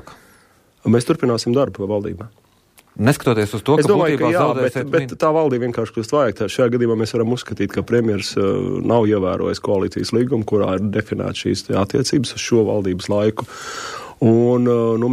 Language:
Latvian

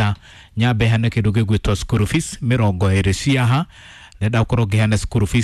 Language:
Kikuyu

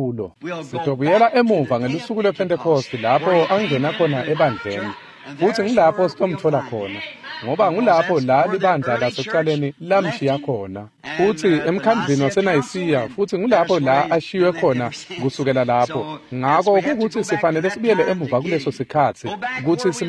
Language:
Swati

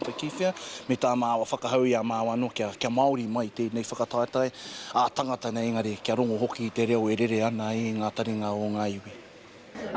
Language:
Māori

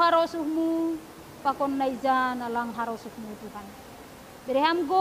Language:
Batak Simalungun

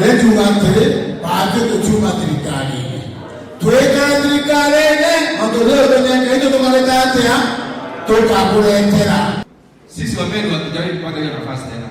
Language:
Meru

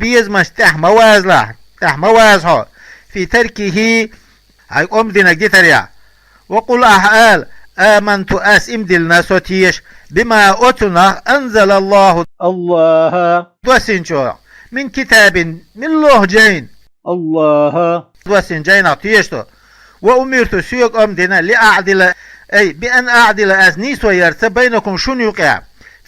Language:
Chechen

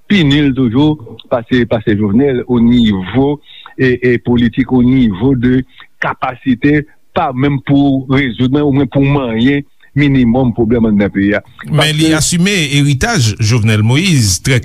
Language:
Haitian Creole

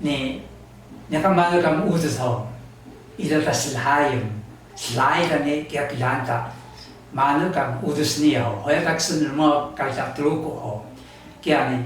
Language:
Taroko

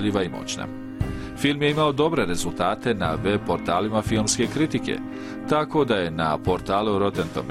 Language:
Bosnian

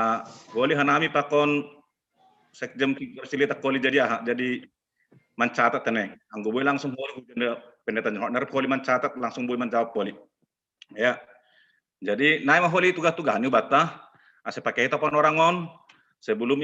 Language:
Batak Simalungun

